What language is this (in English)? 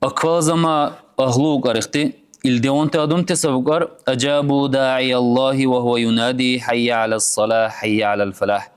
Dargwa